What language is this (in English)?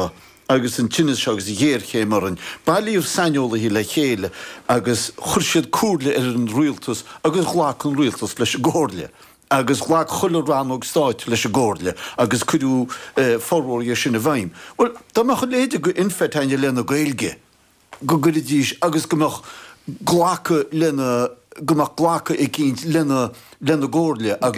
Irish